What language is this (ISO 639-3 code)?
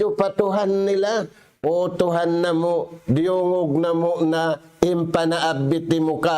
tsg